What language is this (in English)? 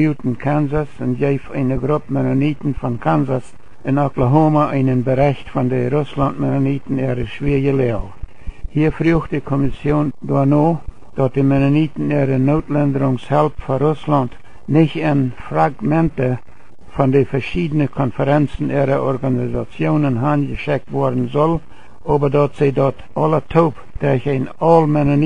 Plautdietsch